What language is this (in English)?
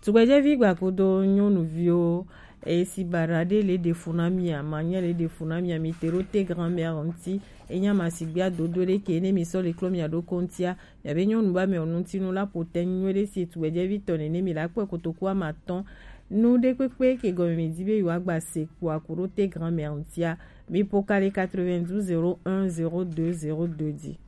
Gen